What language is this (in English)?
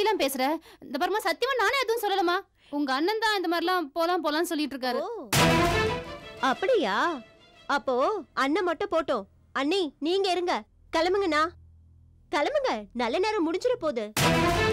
Tamil